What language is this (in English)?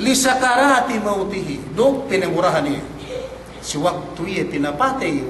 Yakan